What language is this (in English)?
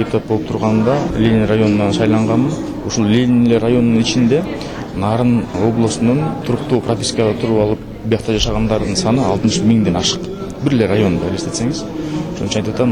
Kyrgyz